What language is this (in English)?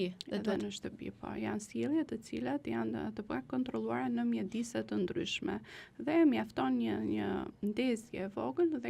Albanian